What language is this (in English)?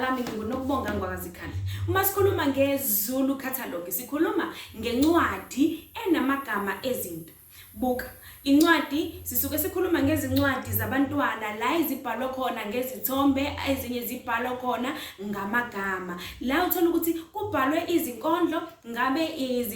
Zulu